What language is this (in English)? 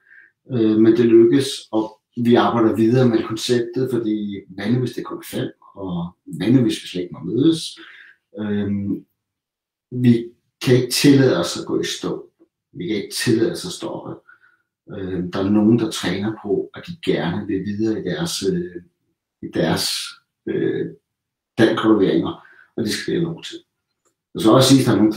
Danish